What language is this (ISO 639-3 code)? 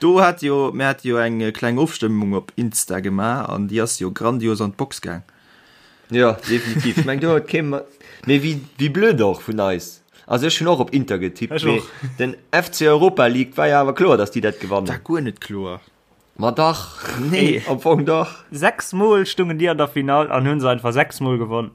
ltz